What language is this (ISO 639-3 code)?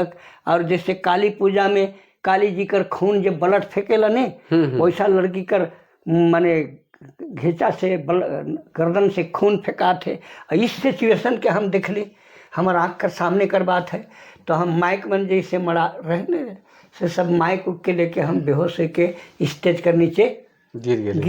sck